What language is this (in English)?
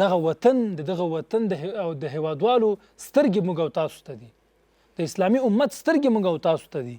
Pashto